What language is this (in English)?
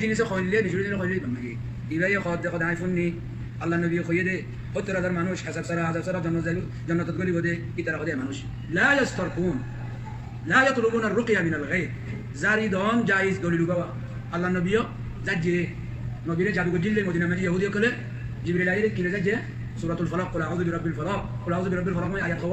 Rohingya